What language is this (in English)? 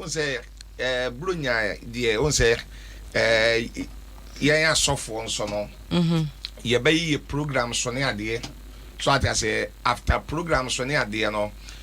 Akan